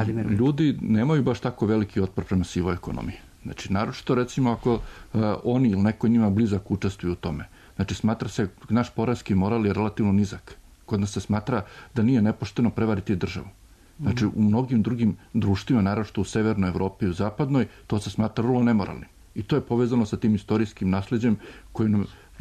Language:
Serbian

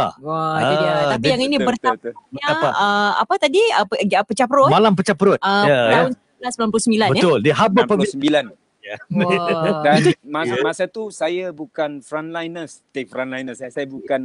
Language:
Malay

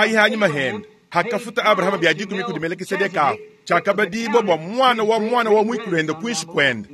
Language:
Luba-Lulua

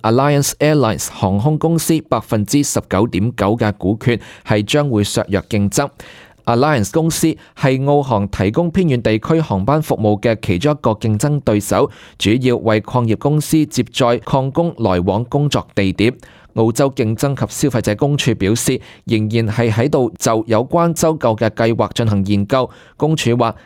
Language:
Cantonese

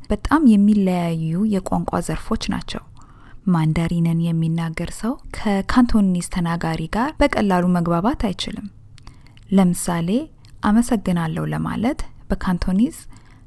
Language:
Amharic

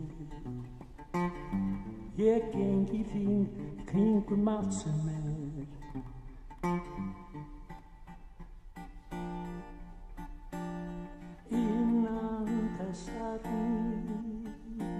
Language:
Icelandic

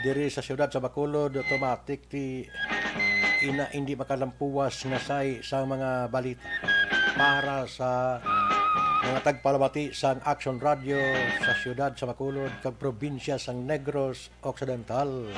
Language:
Hiligaynon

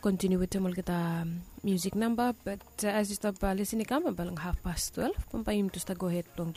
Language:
Bislama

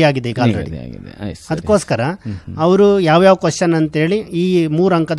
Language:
Kannada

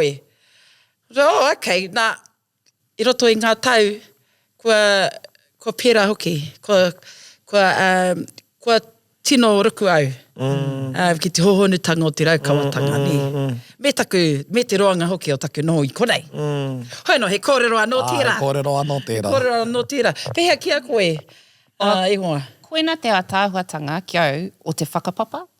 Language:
Māori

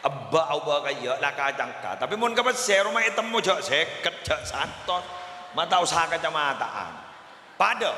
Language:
Madurese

